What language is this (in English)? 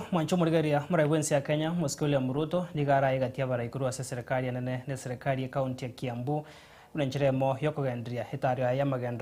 Gusii